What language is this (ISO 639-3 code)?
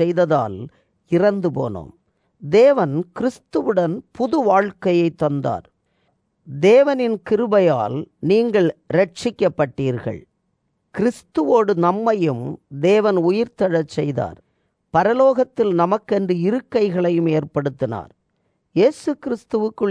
tam